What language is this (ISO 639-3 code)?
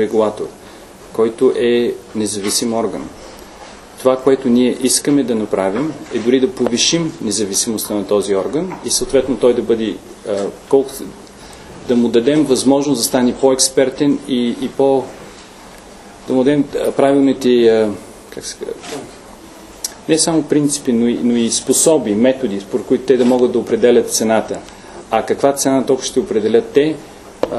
bul